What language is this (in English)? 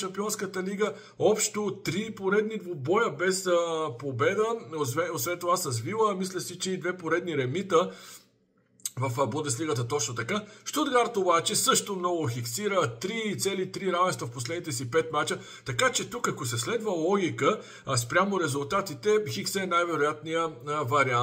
Bulgarian